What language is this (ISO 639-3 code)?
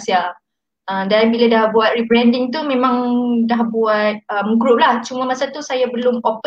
msa